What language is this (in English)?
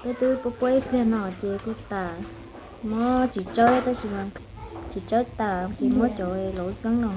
Hmong